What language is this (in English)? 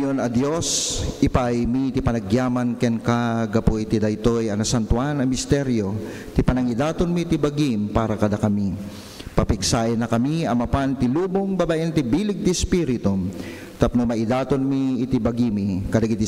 Iloko